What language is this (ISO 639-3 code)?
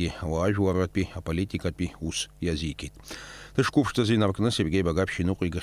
abk